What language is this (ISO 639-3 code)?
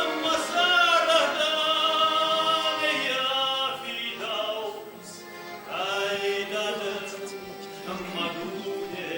oss